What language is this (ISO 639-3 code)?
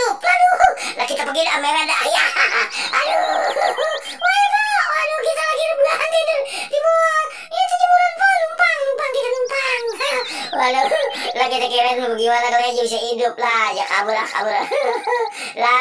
bew